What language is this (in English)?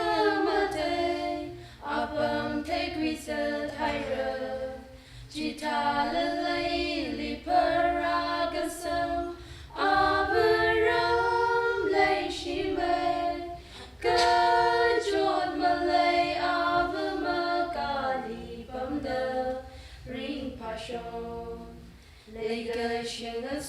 Tangkhul Naga (India)